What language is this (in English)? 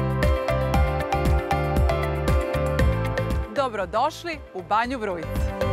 Serbian